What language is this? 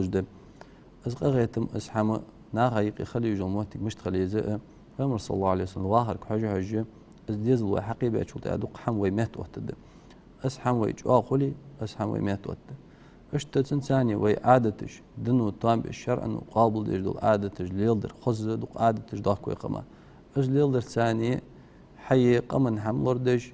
Ingush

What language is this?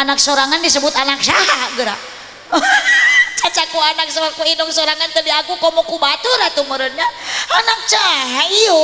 Sundanese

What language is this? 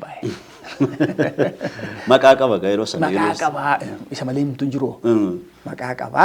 Oromo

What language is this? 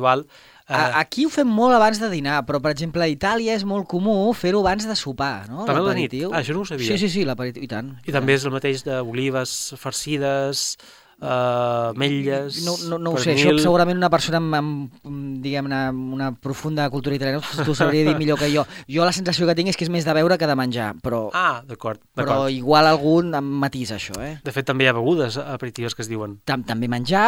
Catalan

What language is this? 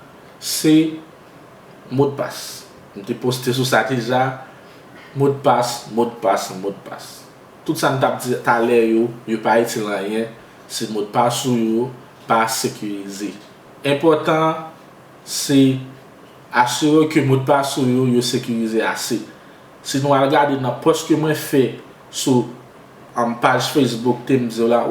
Haitian Creole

